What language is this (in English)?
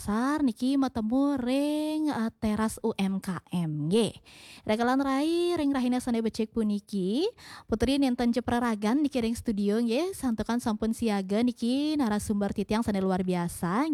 Balinese